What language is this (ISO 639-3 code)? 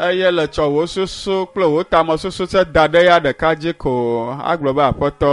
ewe